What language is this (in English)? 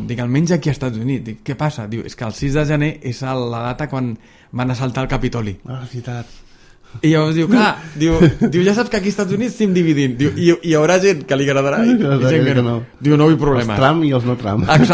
Catalan